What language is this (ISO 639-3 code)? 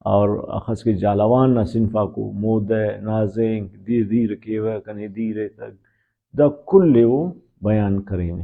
brh